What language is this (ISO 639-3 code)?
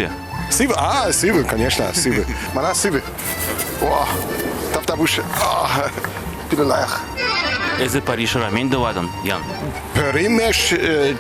chv